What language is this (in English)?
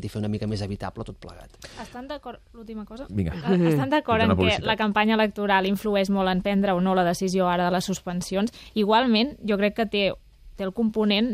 Catalan